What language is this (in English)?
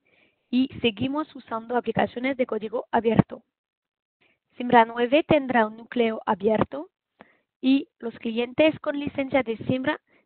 Spanish